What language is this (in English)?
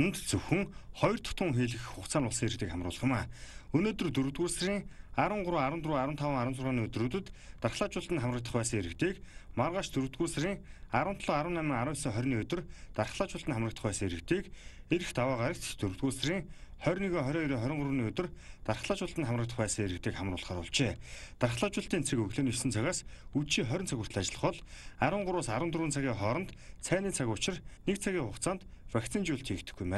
Mongolian